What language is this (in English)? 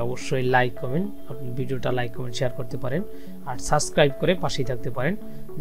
Bangla